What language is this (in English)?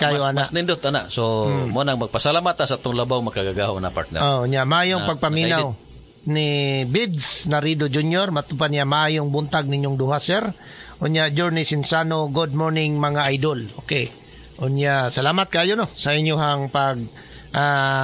Cebuano